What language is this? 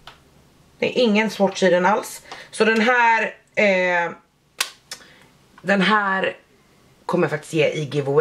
Swedish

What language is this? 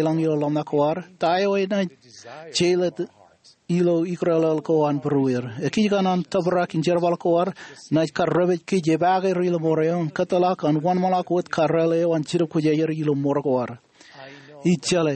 Marshallese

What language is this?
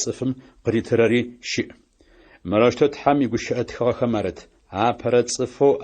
Adyghe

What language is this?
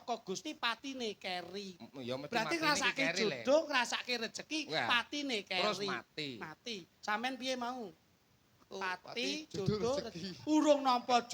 Javanese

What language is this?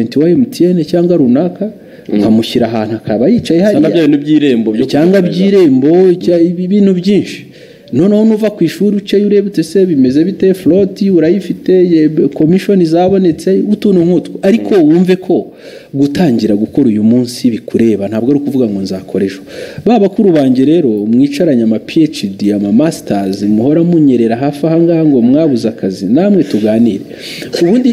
Kinyarwanda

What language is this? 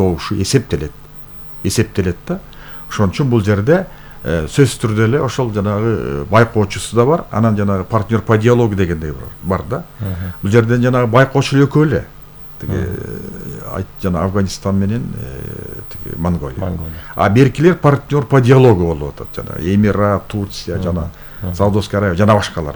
Kyrgyz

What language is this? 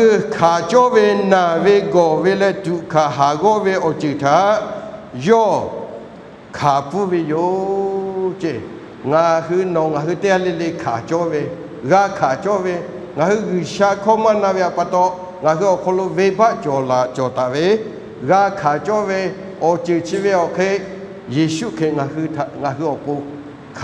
Lahu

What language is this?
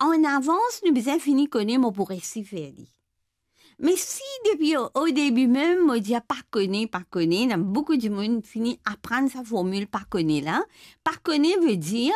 Morisyen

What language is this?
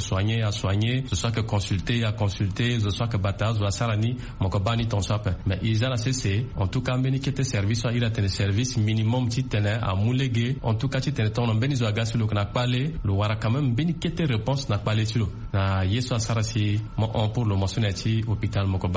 Sango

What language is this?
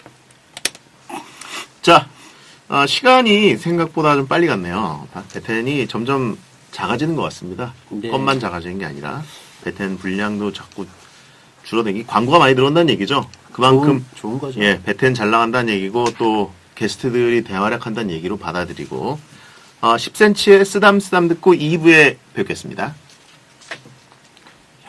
Korean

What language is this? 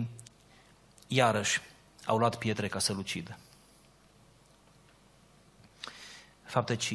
Romanian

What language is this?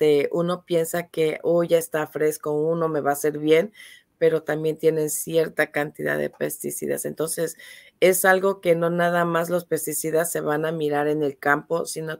Spanish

